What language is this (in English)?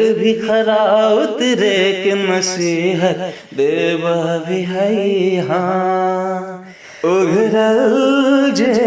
Magahi